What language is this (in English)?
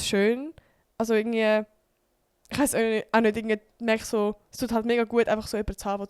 Swiss German